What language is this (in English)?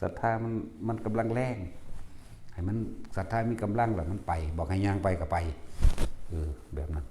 Northeastern Thai